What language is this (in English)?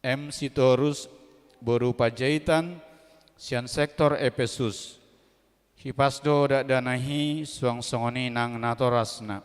Batak Toba